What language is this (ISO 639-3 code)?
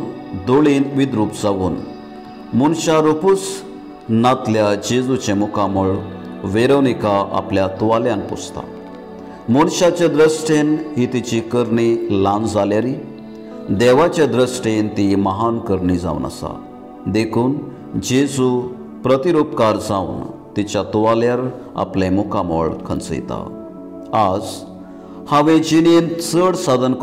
kok